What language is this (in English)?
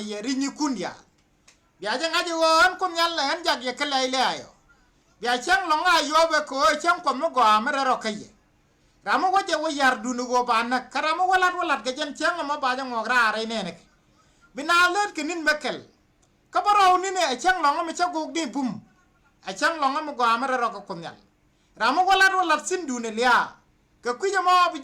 Nuer